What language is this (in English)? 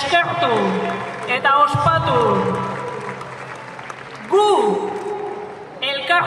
Basque